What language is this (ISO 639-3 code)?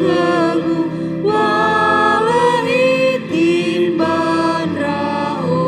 nia